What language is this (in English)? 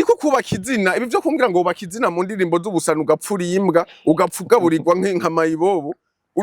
Rundi